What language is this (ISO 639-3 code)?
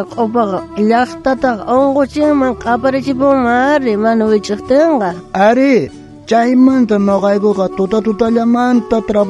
quh